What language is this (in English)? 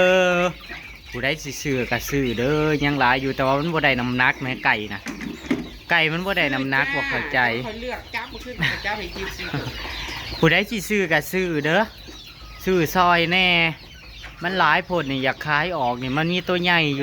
Northeastern Thai